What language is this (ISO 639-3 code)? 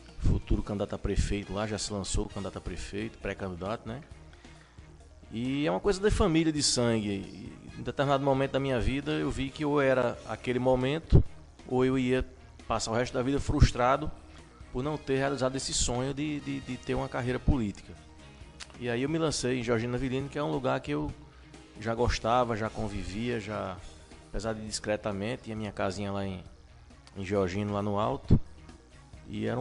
por